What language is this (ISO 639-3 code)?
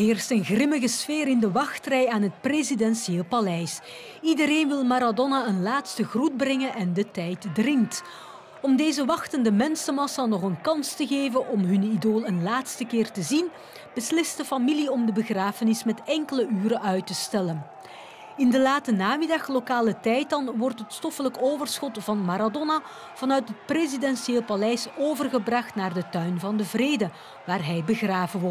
nld